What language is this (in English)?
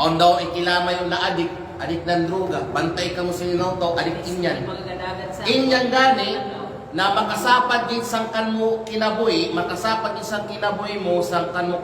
Kalagan